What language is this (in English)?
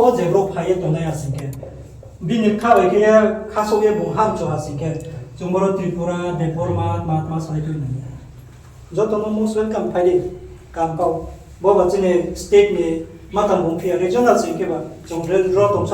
Riang (India)